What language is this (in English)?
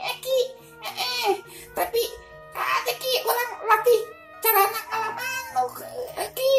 Sundanese